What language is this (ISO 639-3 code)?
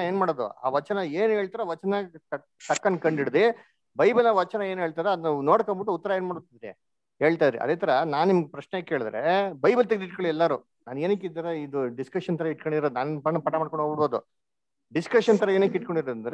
kan